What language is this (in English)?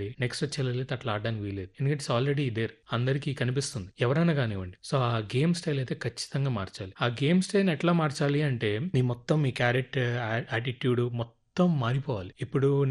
Telugu